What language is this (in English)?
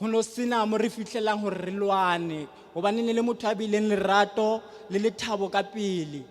Southern Sotho